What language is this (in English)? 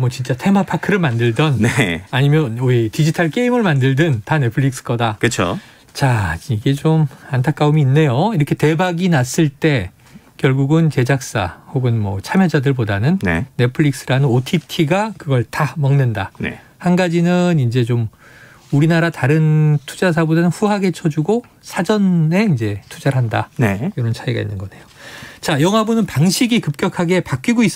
Korean